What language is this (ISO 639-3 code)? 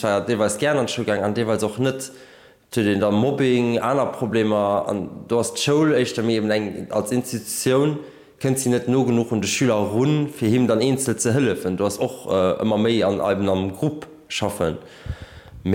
ltz